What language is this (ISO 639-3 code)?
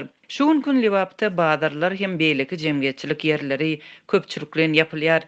tuk